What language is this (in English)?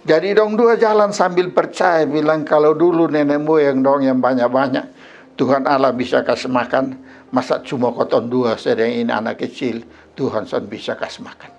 Kupang Malay